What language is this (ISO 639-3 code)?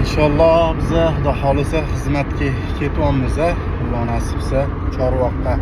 uzb